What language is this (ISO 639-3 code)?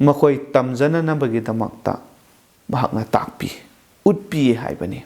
mni